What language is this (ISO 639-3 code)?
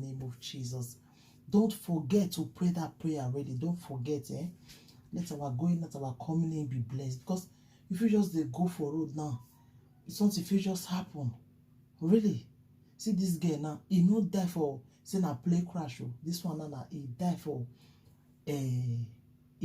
pcm